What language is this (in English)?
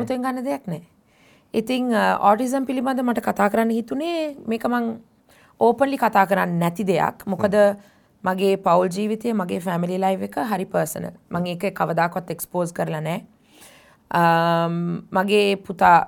Sinhala